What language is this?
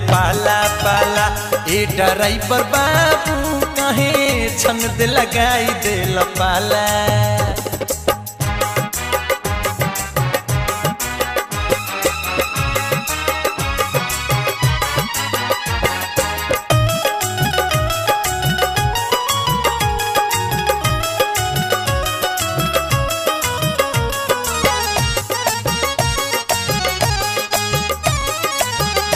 Bhojpuri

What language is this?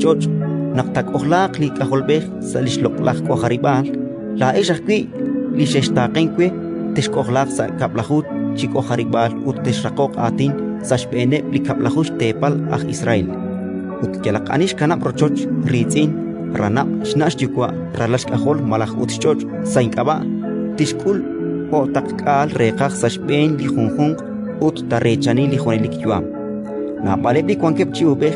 Kekchí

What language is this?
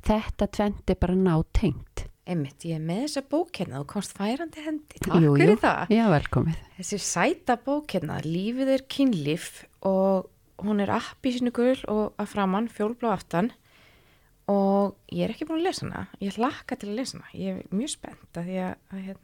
Icelandic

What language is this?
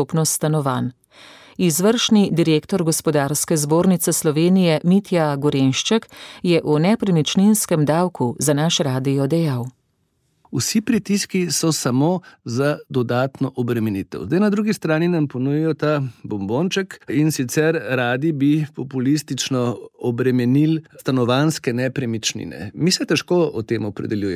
Slovenian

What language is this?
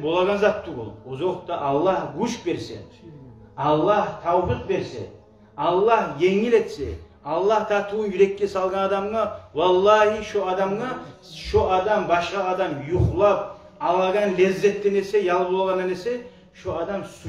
Kumyk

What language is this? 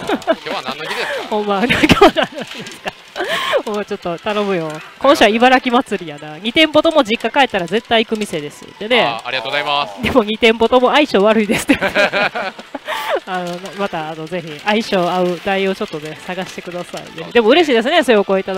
Japanese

